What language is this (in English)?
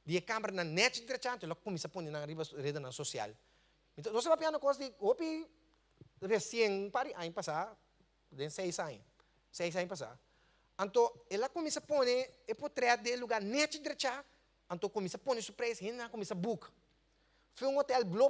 Papiamento